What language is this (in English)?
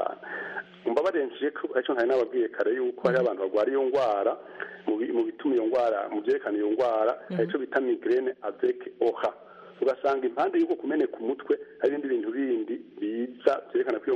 Kinyarwanda